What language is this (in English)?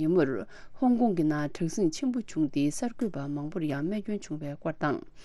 Tibetan